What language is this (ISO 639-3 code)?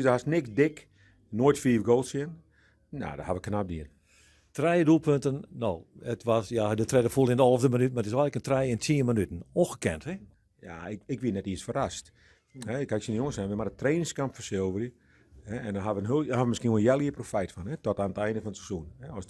fry